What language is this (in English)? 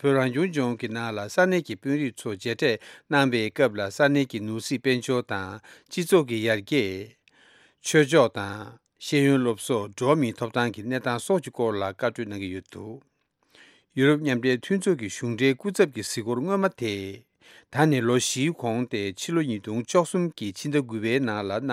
Tibetan